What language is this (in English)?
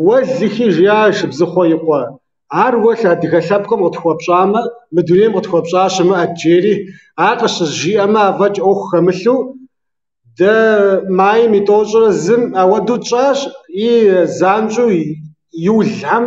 Kabardian